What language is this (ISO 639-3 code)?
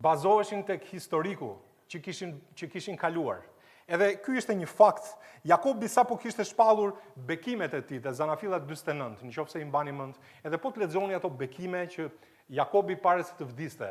sqi